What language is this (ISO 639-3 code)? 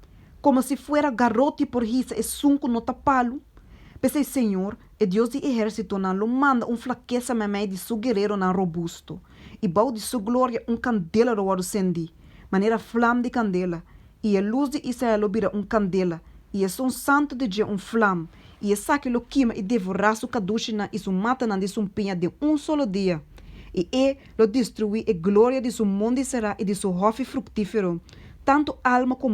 pap